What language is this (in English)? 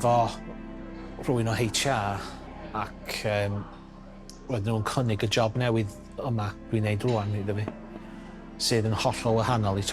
Welsh